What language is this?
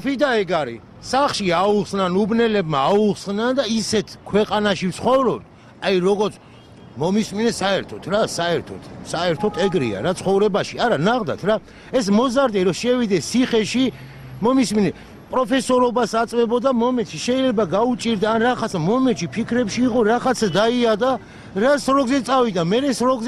Georgian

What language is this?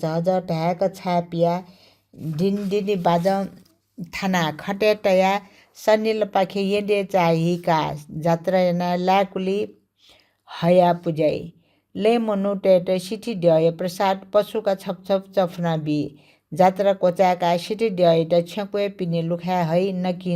Newari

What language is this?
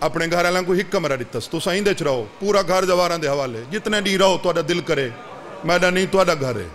Saraiki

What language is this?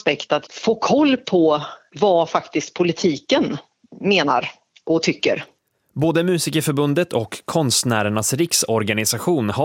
Swedish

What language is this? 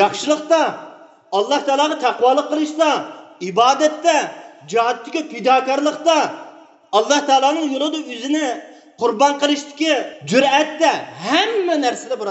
Uyghur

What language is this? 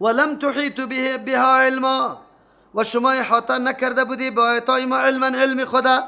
Persian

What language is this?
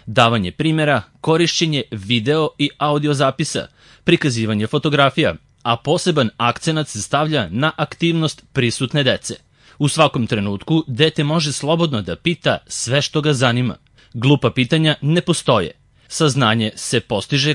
Serbian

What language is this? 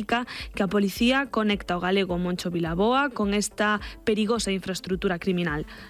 Galician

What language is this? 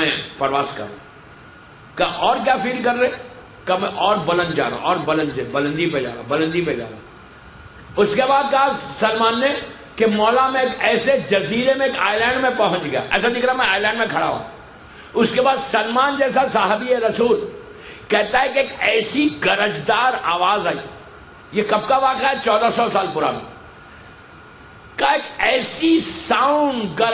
Urdu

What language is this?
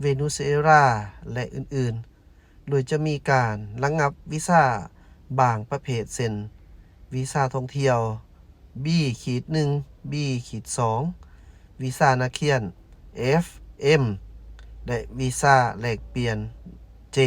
Lao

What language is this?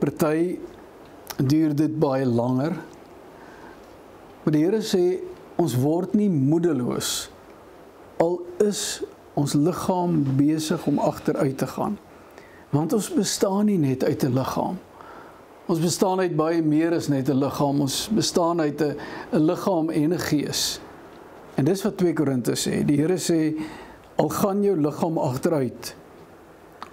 Afrikaans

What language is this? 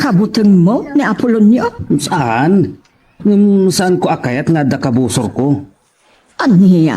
Iloko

